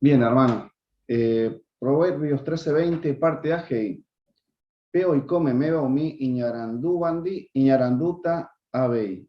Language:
Guarani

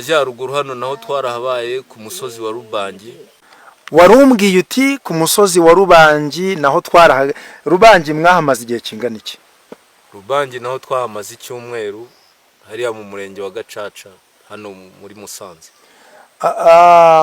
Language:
Kinyarwanda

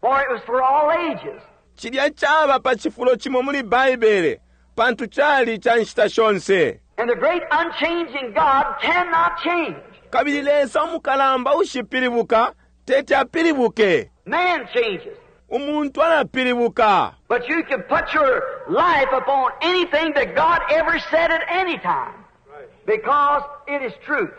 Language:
Bemba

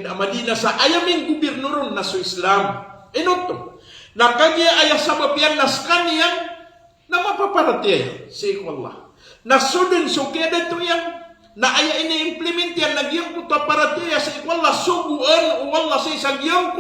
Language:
Maranao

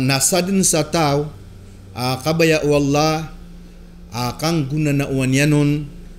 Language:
Maranao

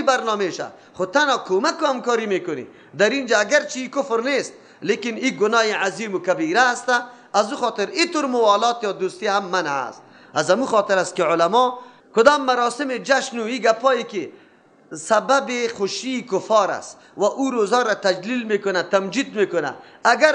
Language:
Persian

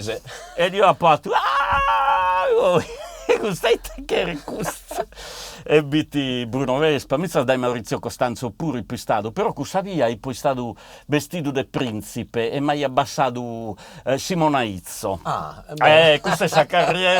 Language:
Sardinian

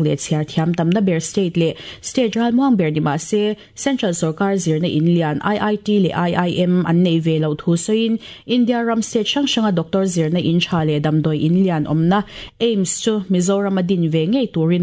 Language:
Mizo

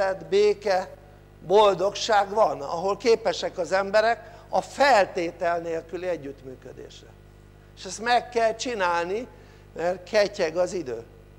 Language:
Hungarian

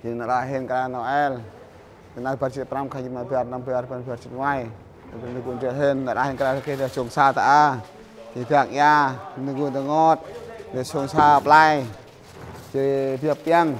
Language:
Central Mnong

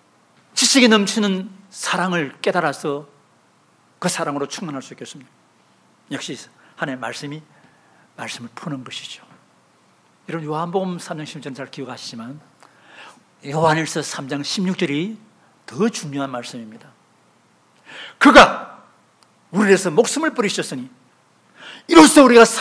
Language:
Korean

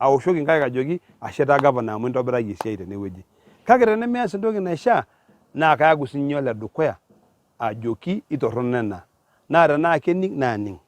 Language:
Masai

